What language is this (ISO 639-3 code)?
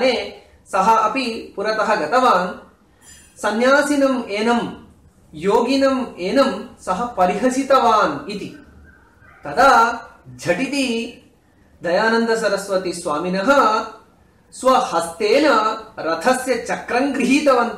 san